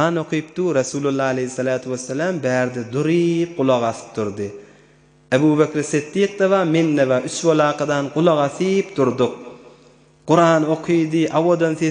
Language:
Turkmen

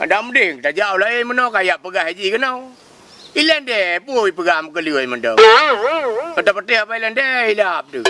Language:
Achinese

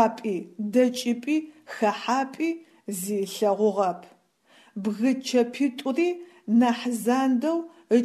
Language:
Adyghe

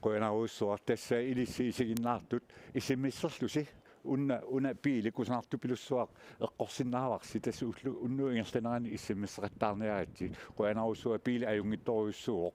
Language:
Kalaallisut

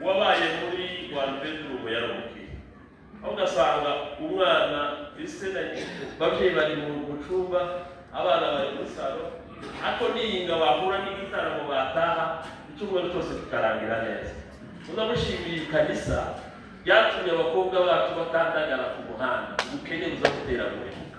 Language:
Kinyarwanda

